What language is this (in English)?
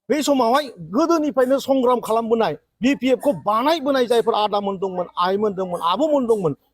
Bodo